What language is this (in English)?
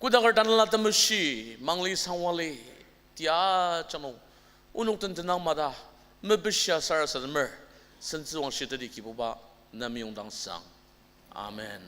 Ao Naga